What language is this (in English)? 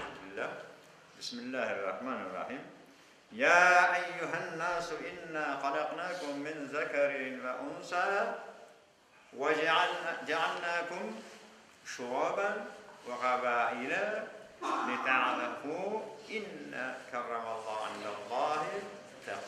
Crimean Tatar